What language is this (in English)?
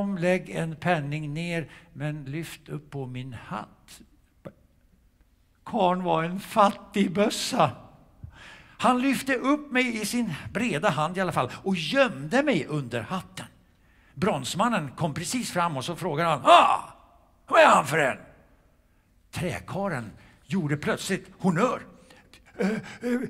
Swedish